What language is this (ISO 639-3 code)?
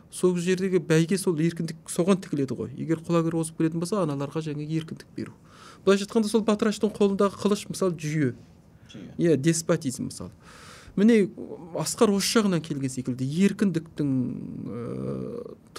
kaz